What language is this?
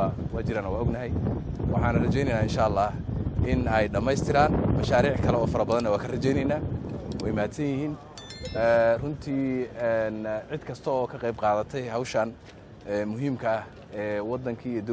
Somali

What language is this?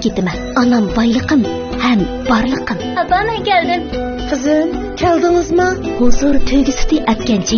Uyghur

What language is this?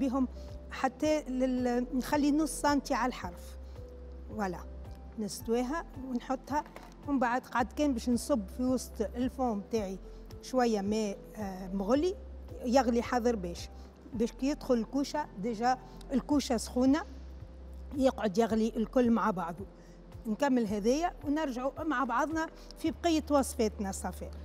Tunisian Arabic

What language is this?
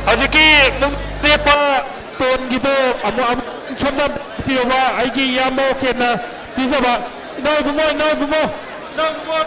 Manipuri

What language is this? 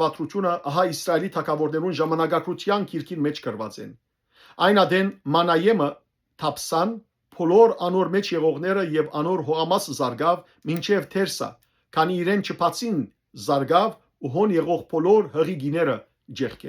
Western Armenian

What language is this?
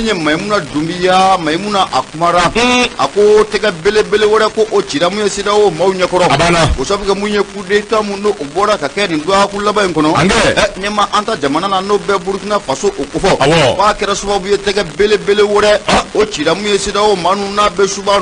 Bambara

